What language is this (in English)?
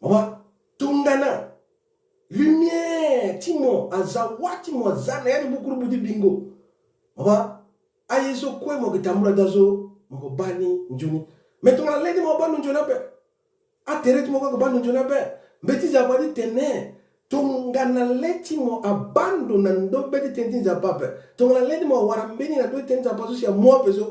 Sango